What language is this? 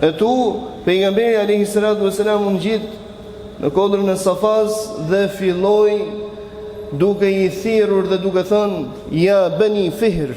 Albanian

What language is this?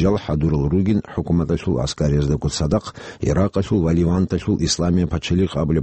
Avaric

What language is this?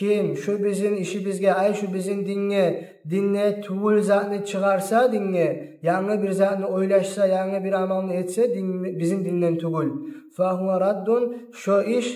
Kumyk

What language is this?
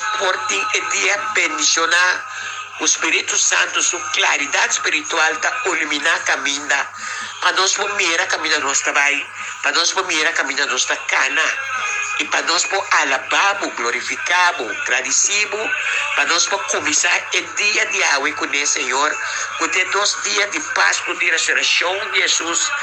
Papiamento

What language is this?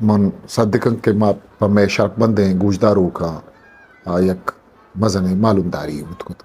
Eastern Balochi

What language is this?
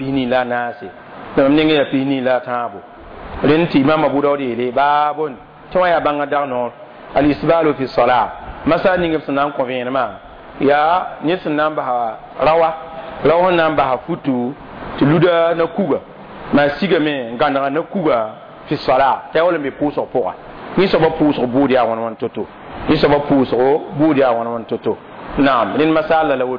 Mossi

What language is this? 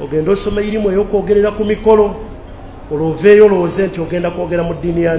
Ganda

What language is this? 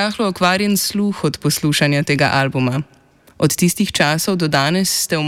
Slovenian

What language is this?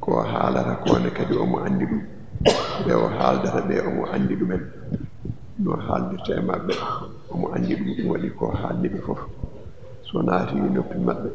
Fula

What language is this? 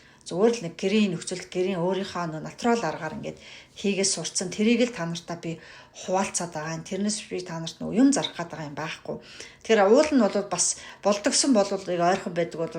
Mongolian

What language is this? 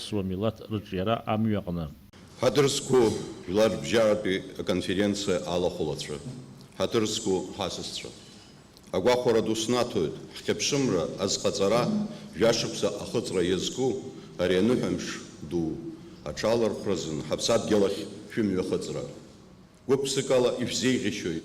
Abkhazian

